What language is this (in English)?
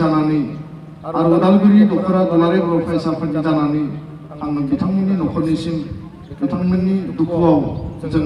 Bodo